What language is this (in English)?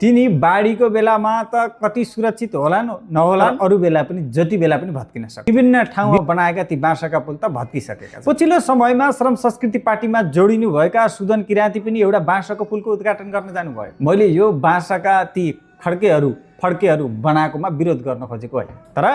Nepali